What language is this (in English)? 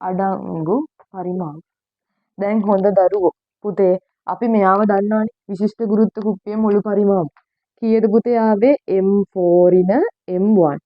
Sinhala